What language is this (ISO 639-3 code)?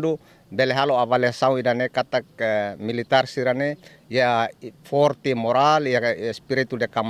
tet